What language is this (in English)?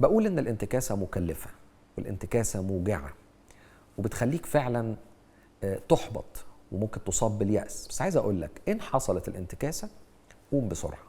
Egyptian Arabic